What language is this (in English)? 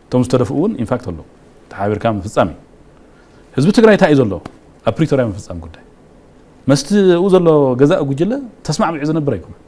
Tigrinya